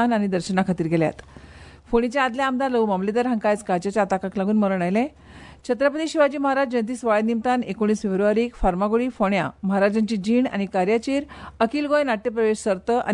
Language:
Konkani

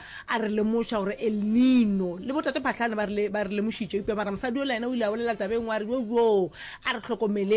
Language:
Northern Sotho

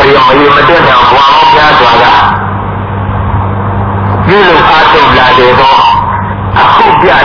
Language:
Burmese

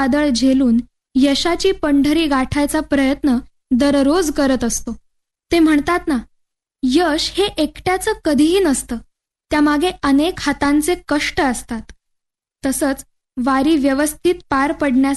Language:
Marathi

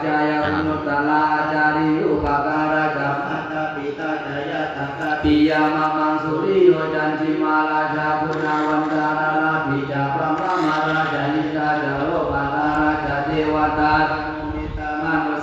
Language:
Pali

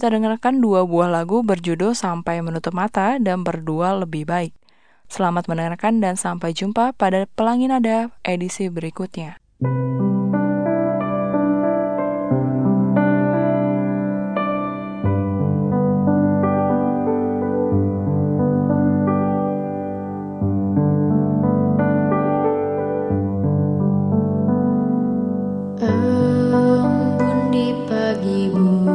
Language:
Indonesian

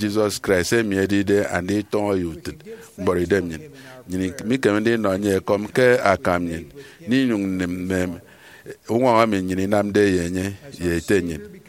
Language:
Efik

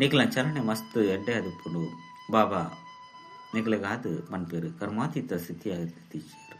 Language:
Tulu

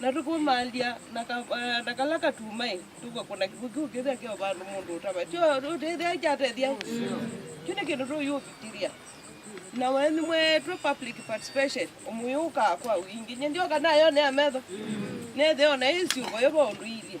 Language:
Kamba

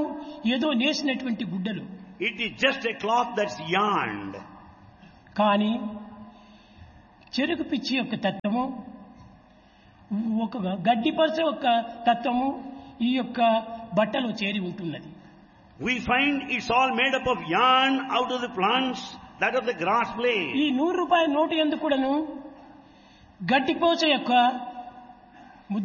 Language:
Telugu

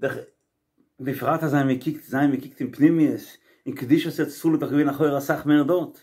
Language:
Yiddish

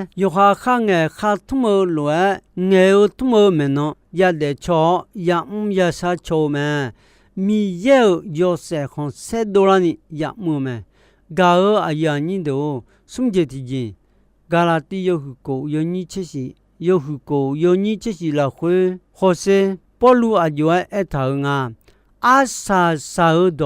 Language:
Akha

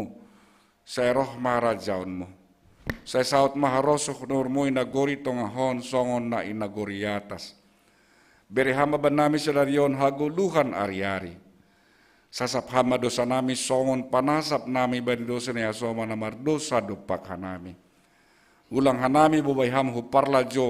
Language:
Batak Simalungun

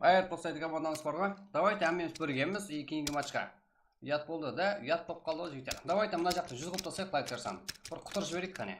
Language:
Kara-Kalpak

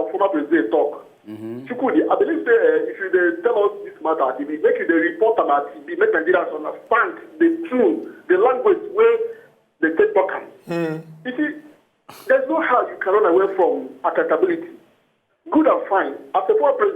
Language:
Nigerian Pidgin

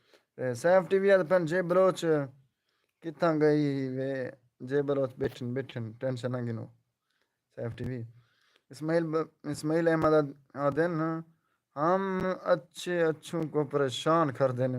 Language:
Saraiki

